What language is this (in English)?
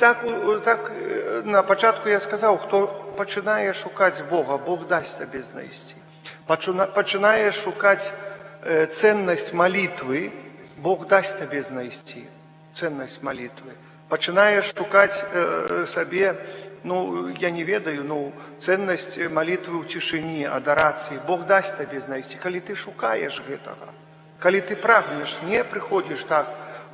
Belarusian